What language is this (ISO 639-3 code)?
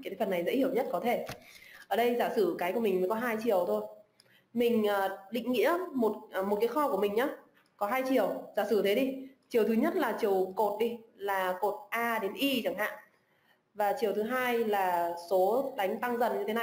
vie